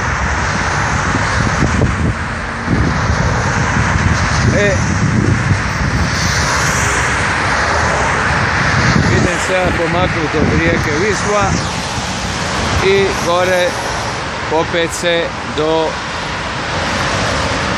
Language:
Croatian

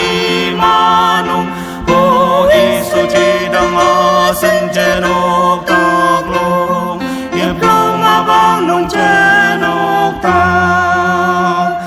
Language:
Ao Naga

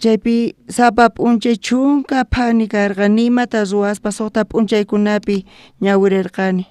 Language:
South Bolivian Quechua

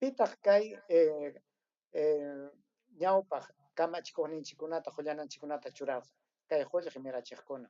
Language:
Ayacucho Quechua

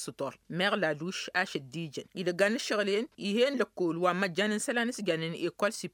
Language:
Tamasheq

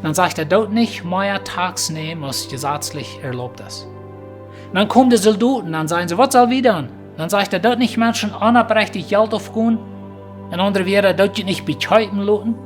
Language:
Plautdietsch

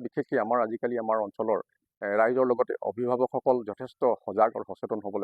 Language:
Assamese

